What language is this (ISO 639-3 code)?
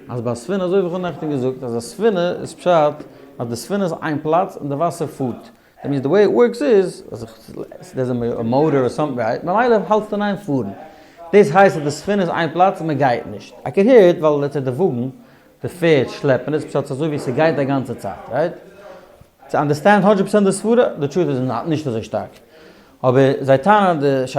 yid